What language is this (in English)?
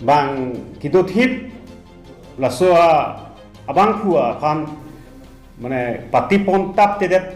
Karbi